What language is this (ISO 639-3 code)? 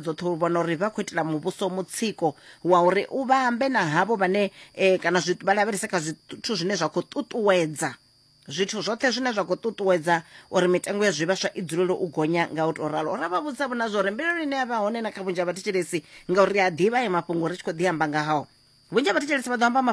ven